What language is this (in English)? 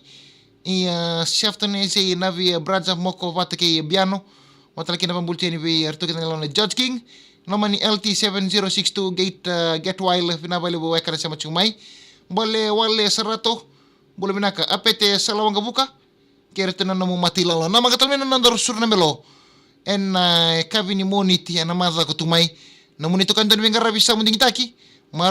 Fijian